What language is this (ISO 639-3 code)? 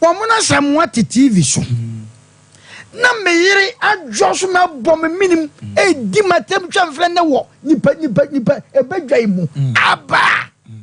aka